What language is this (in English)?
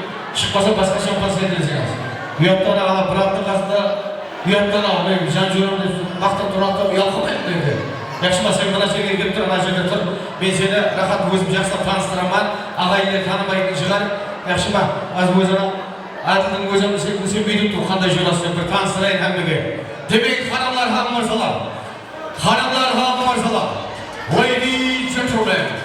Kara-Kalpak